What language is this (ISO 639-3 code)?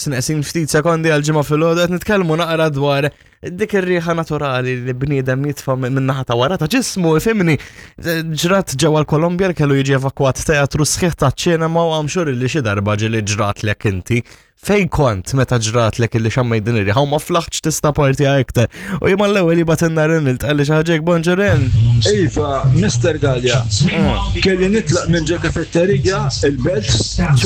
mlt